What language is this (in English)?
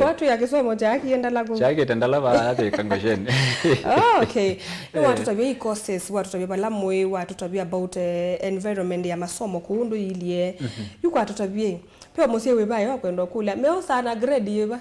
Kamba